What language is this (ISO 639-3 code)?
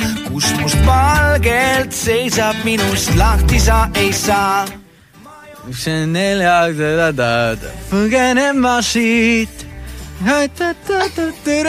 est